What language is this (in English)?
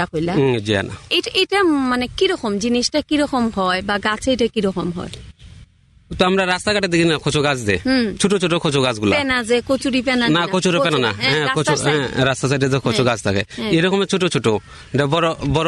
Bangla